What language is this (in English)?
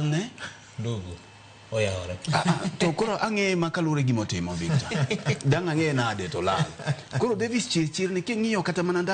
Luo (Kenya and Tanzania)